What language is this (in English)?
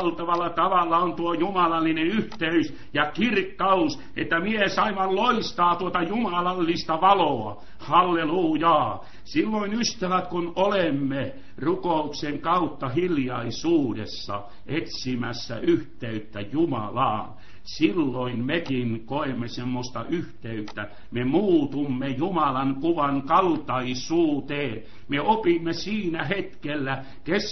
Finnish